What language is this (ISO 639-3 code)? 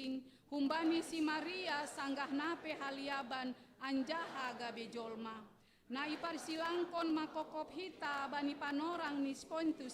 bts